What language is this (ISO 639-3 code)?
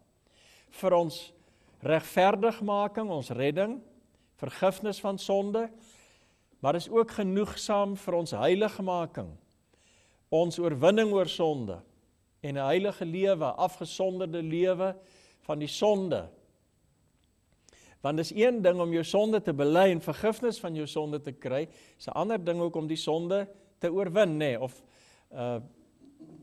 afr